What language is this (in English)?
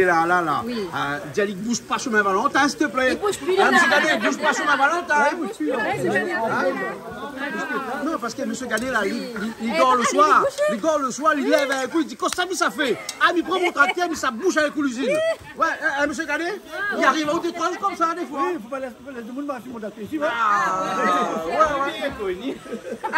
Réunion Creole French